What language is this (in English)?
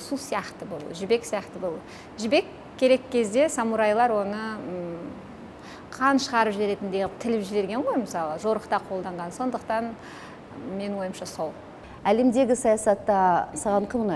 Kazakh